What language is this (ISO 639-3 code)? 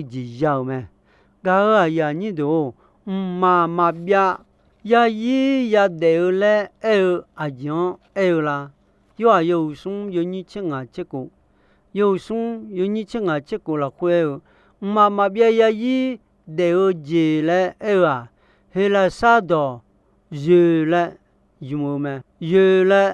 ahk